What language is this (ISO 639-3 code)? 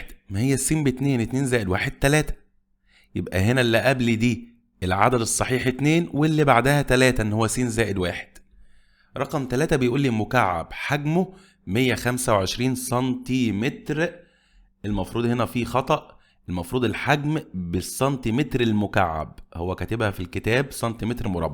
arz